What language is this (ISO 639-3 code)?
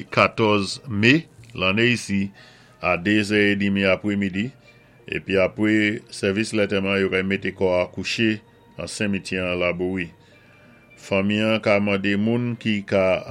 acf